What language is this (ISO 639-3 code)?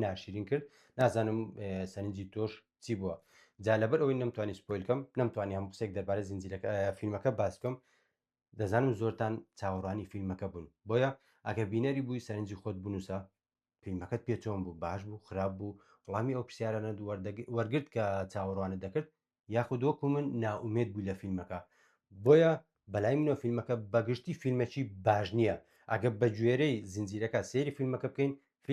ckb